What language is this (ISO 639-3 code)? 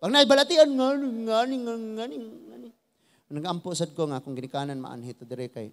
ceb